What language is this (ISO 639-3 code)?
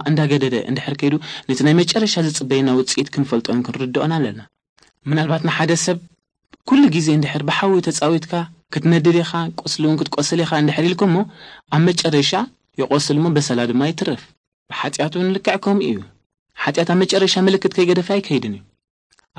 tir